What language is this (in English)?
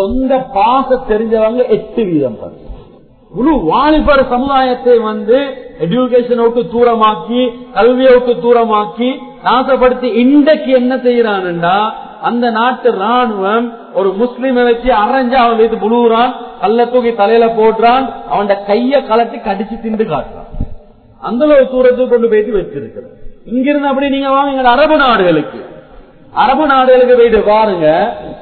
Tamil